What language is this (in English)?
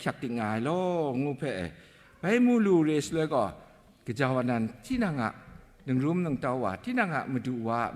Kachin